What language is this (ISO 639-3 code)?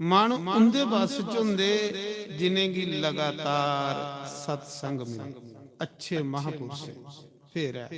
doi